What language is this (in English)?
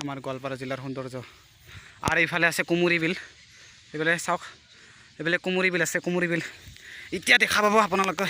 Assamese